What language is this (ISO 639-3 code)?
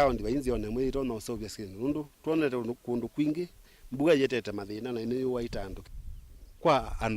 kam